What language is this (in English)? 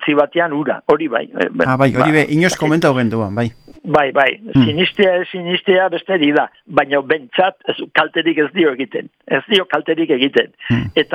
Basque